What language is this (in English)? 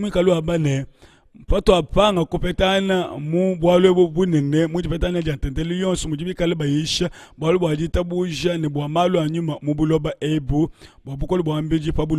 Luba-Lulua